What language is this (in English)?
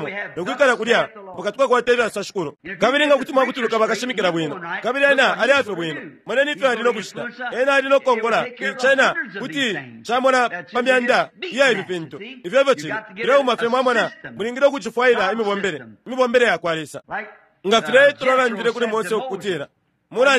Bemba